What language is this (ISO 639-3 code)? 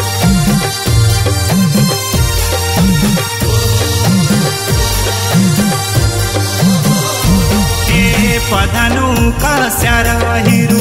kfy